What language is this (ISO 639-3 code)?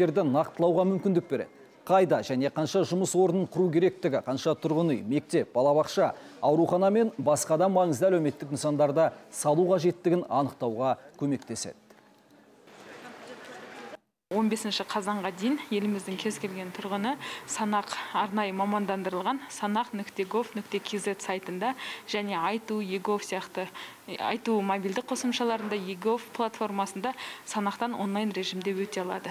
kaz